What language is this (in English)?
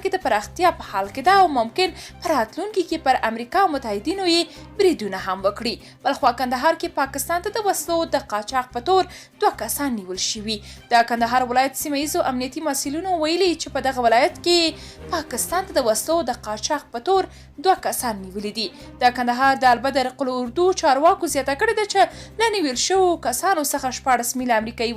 Pashto